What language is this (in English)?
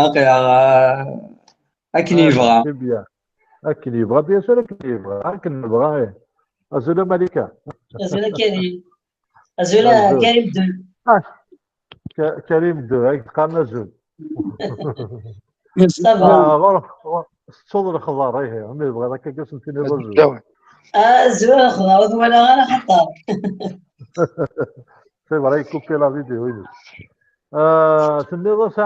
Kabyle